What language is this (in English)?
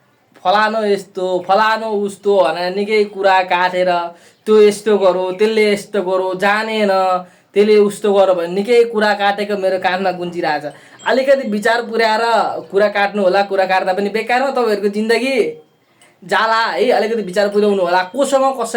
Nepali